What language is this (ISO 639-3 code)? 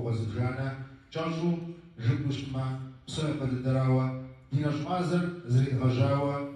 kbd